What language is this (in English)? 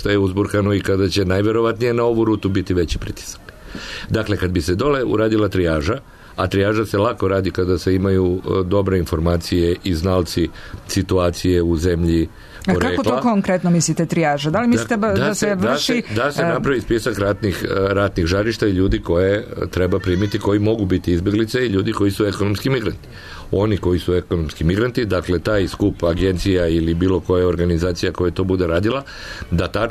Serbian